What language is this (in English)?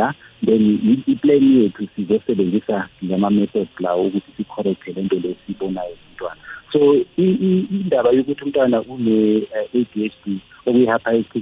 South Ndebele